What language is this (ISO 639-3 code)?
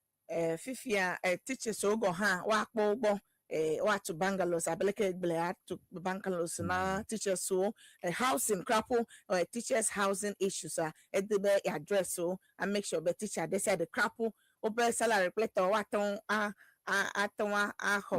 ewe